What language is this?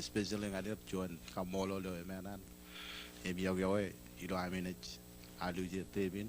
Marshallese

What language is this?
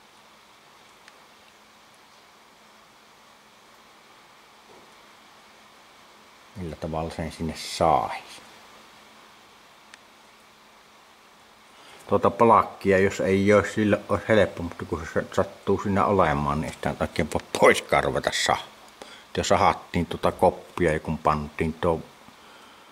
Finnish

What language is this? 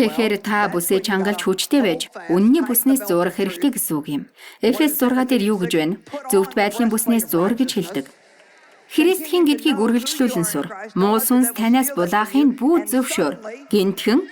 Mongolian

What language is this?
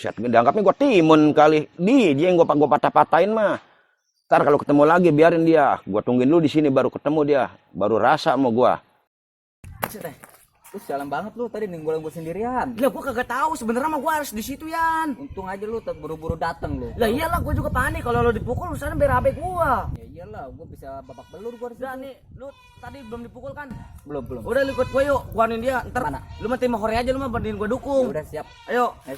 Betawi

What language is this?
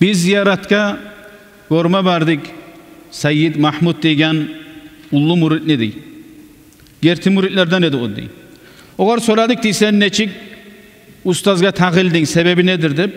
Kumyk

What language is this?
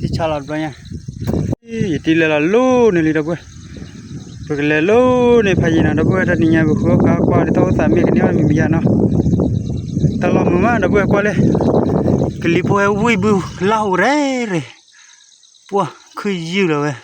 S'gaw Karen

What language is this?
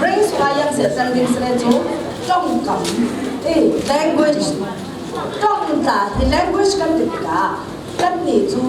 Falam Chin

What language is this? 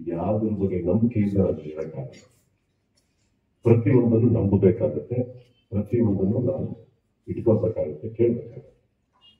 Kannada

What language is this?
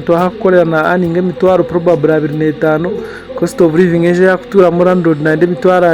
Nyankole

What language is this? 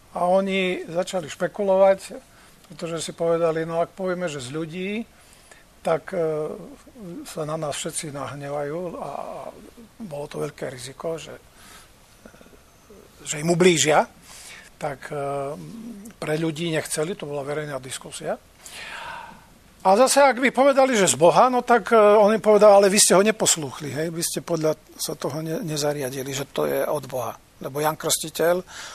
Slovak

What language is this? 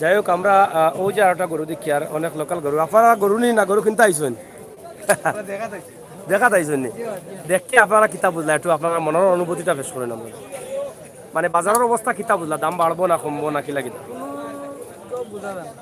Sylheti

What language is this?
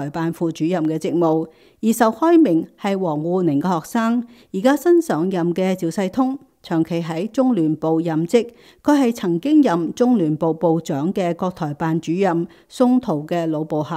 Cantonese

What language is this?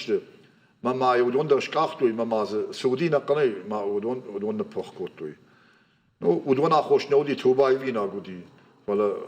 Ossetic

